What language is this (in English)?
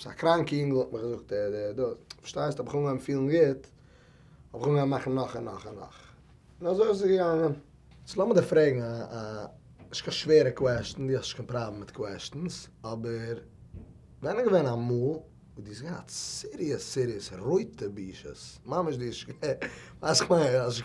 Yiddish